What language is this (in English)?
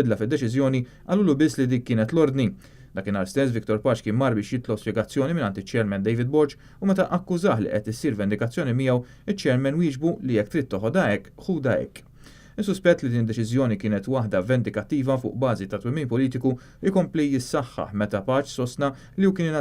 Maltese